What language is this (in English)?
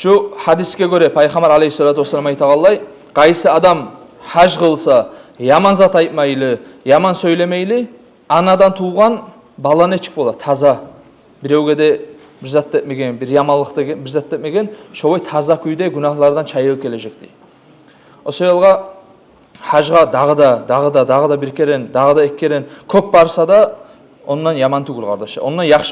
Kumyk